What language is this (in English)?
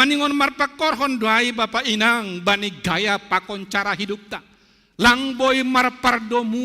Batak Simalungun